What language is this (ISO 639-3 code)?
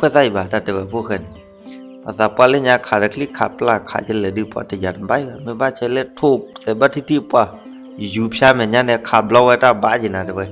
ksw